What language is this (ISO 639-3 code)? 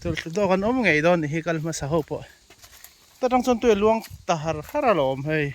lus